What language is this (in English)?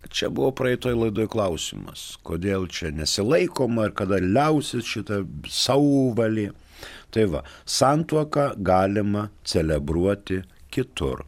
Lithuanian